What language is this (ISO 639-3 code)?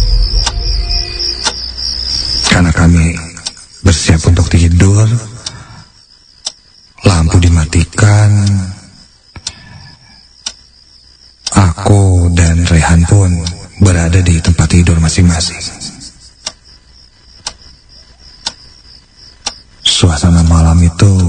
ind